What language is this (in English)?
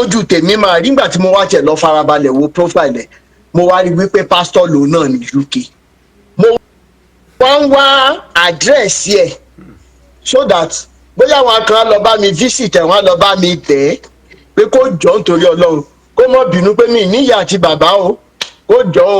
Yoruba